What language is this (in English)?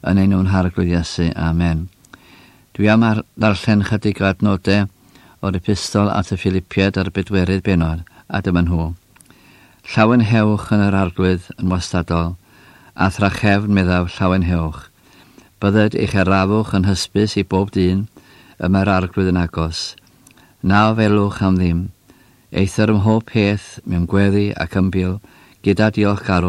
Welsh